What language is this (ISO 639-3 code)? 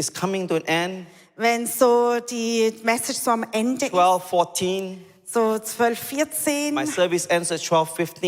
gsw